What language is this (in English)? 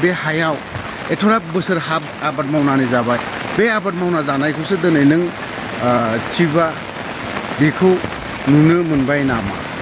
Bodo